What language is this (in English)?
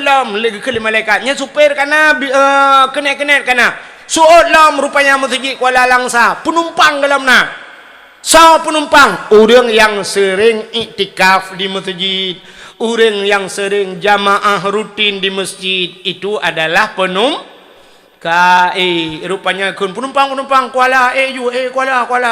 Achinese